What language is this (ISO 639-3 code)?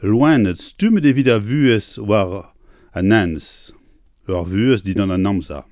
bre